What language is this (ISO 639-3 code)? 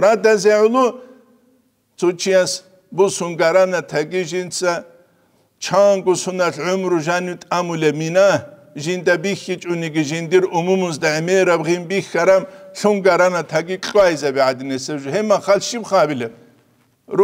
ava